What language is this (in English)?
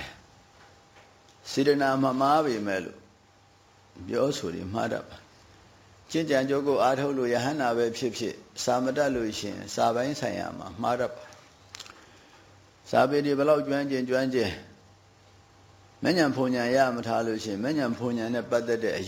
Burmese